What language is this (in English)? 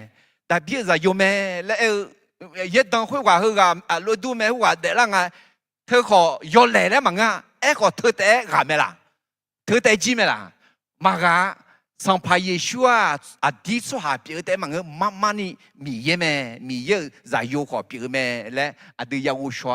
Akha